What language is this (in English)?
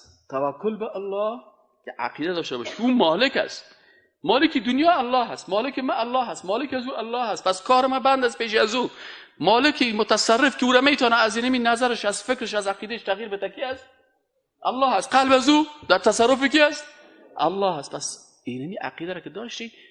Persian